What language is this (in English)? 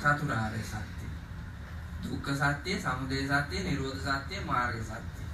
Sinhala